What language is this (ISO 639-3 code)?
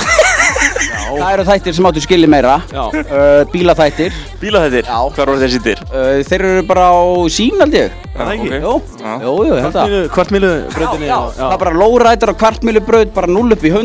isl